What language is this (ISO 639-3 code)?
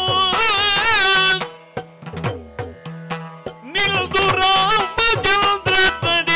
kan